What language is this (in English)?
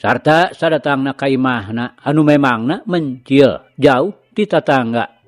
Sundanese